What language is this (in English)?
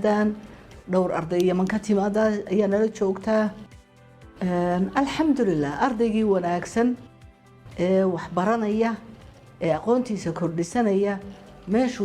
Somali